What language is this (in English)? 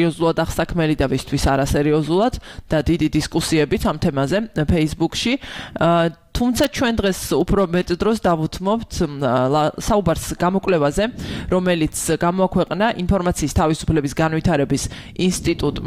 Georgian